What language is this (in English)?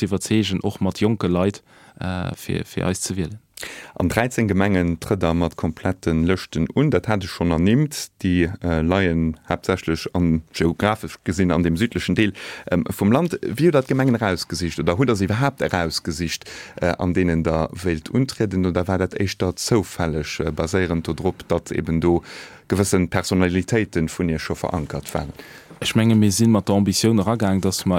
Luxembourgish